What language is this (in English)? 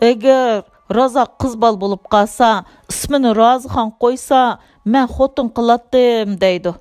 Uyghur